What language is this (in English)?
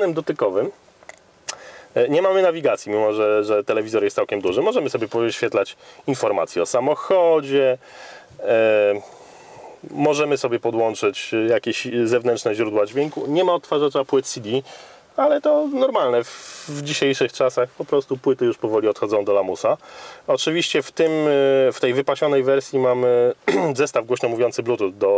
Polish